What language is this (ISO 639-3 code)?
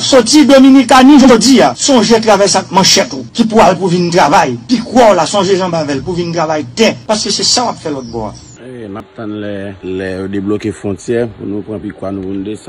hat